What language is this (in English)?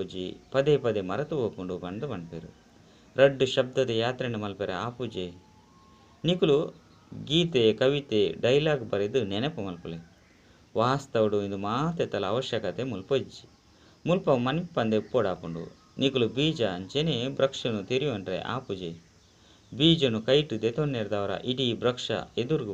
Tulu